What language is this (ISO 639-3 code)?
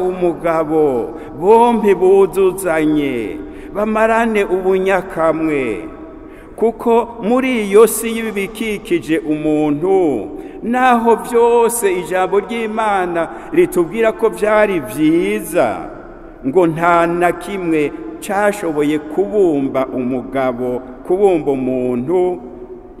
run